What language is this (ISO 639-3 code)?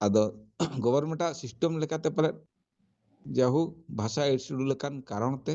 sat